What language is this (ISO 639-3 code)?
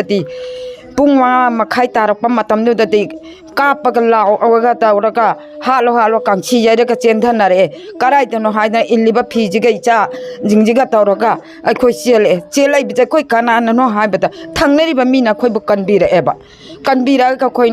mni